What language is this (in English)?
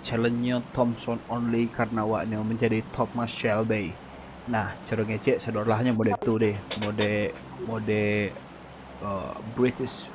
Minangkabau